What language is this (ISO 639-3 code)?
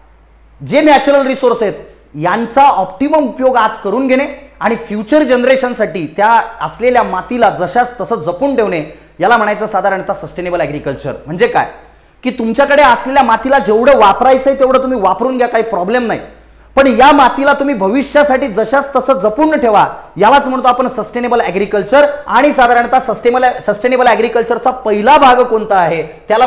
mar